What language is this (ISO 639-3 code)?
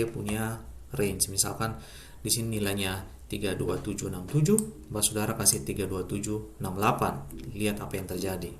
abs